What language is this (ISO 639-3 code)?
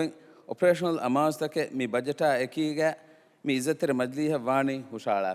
div